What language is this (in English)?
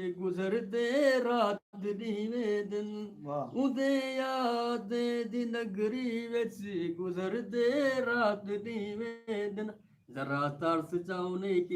Saraiki